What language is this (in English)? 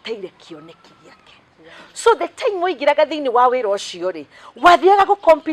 Kikuyu